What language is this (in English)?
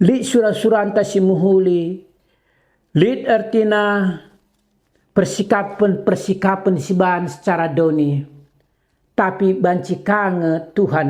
Batak Karo